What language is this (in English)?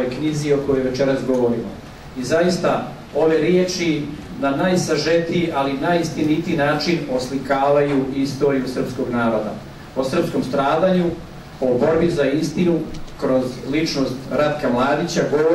Serbian